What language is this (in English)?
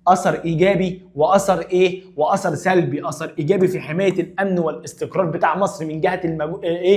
Egyptian Arabic